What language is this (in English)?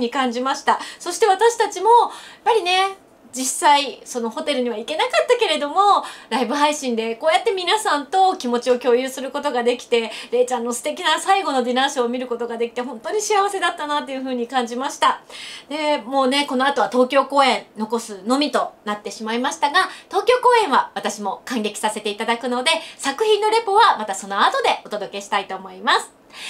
Japanese